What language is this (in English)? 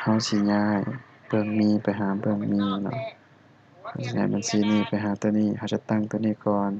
Lao